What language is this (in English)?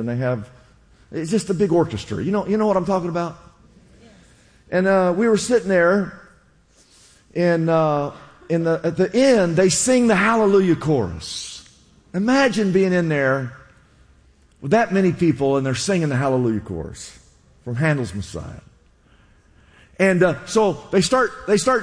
English